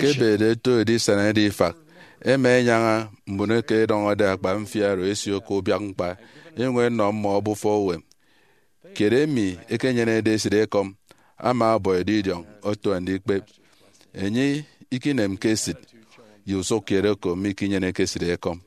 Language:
Efik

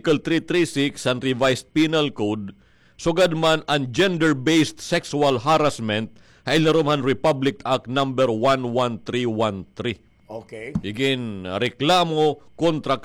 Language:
Waray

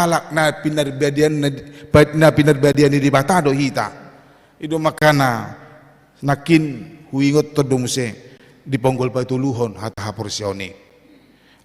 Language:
Batak Toba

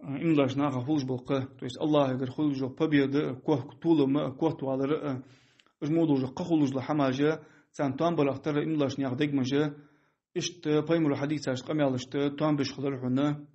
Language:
Ingush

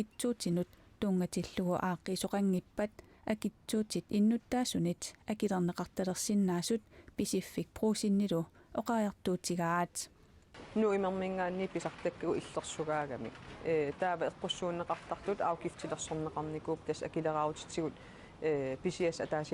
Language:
Kalaallisut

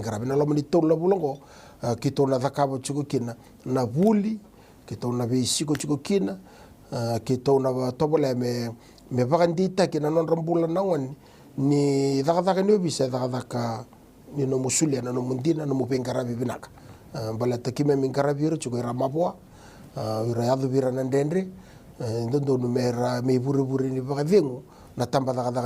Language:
Fijian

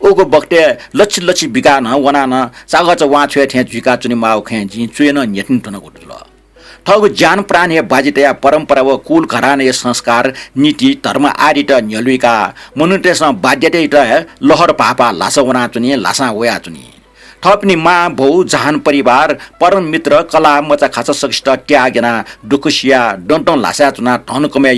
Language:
Newari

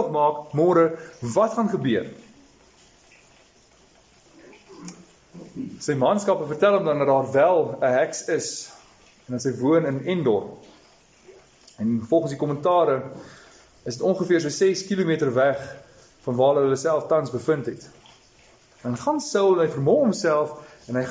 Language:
Afrikaans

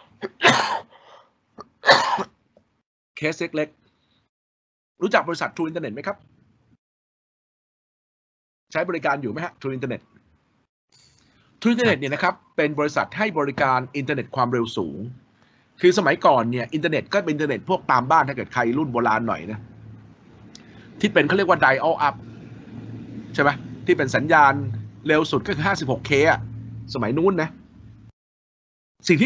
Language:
Thai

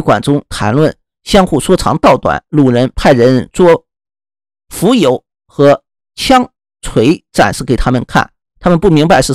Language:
Chinese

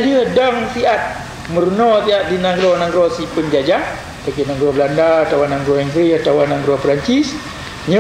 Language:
Achinese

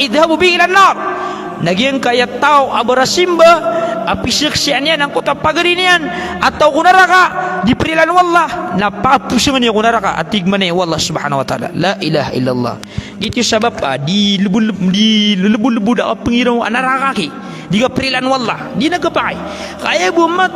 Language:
Maranao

